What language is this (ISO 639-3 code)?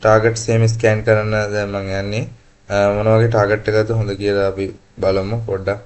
sin